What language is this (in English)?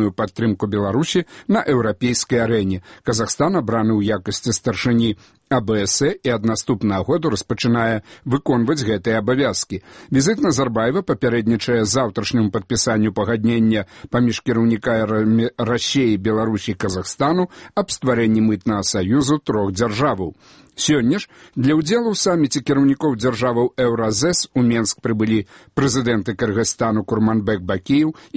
Belarusian